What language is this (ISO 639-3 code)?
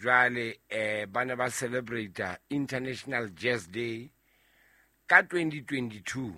sot